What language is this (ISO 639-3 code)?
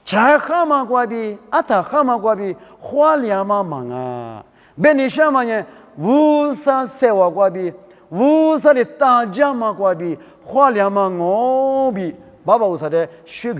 lis